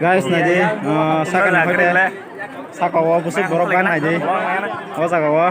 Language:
Kok Borok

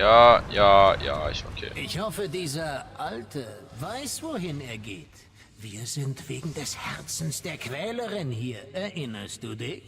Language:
Swiss German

